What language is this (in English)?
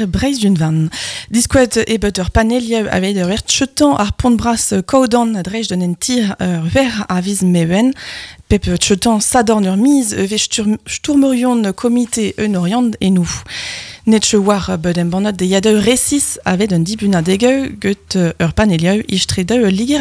Breton